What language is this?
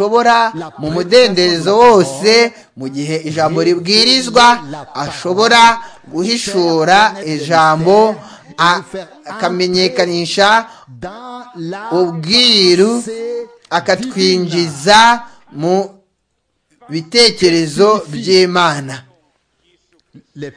Kinyarwanda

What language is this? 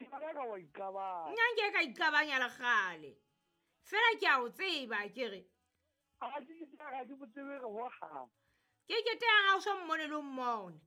Southern Sotho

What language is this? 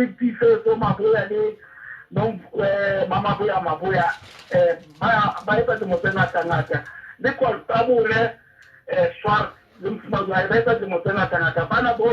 Southern Sotho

